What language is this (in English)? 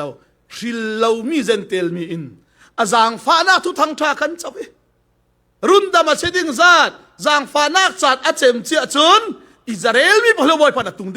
Falam Chin